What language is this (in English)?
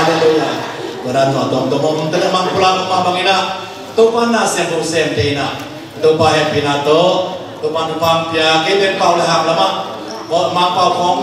Tedim Chin